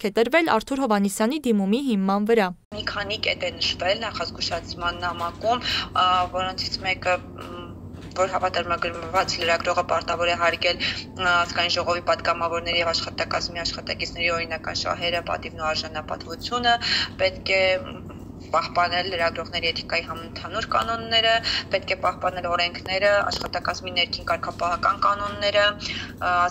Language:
Armenian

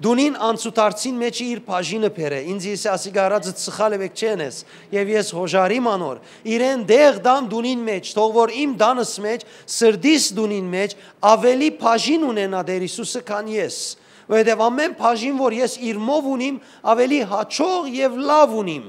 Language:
Western Armenian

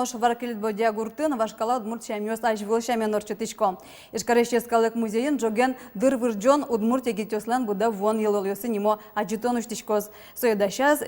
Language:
Udmurt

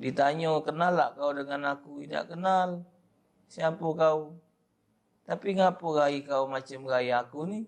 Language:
Musi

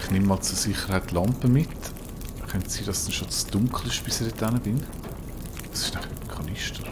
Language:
Swiss German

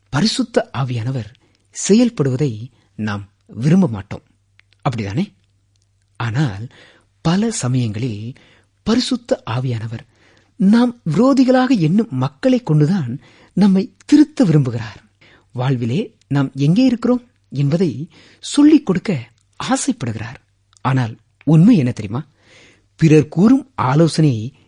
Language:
Tamil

